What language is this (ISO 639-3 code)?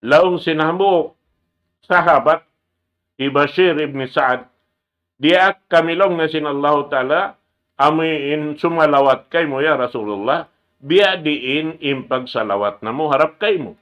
tsg